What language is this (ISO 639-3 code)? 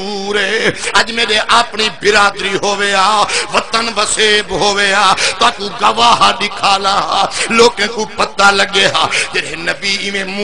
skr